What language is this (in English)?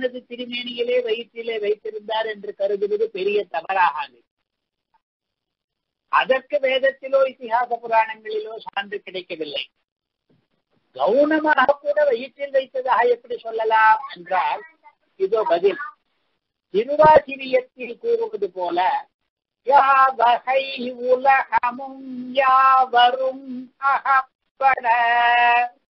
Tamil